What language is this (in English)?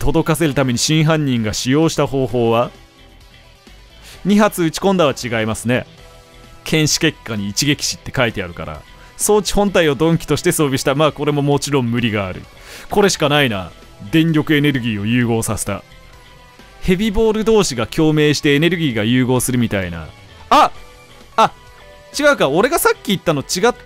Japanese